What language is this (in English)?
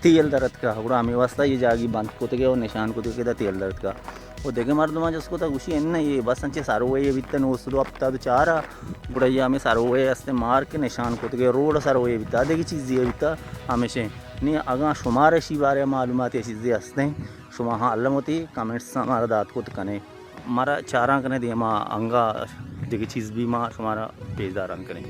Baluchi